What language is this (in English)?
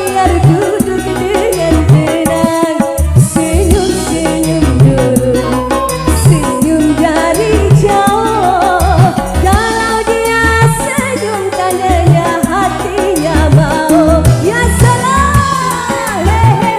Banjar